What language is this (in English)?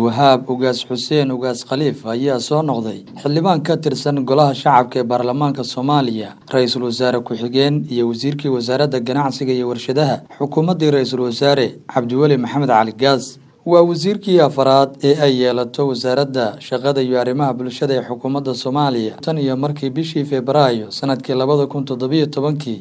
Somali